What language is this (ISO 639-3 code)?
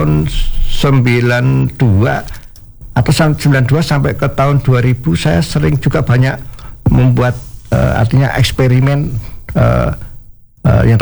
ind